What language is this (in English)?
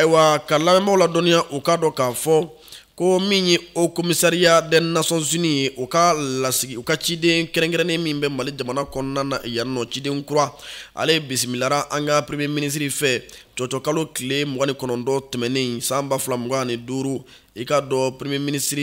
Bambara